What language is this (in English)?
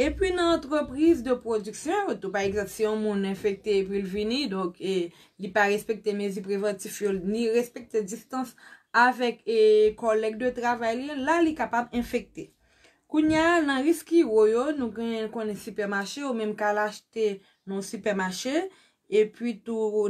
Haitian Creole